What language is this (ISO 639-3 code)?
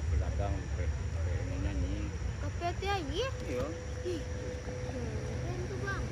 min